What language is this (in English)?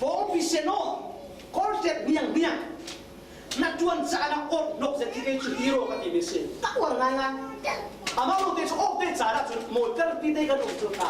Falam Chin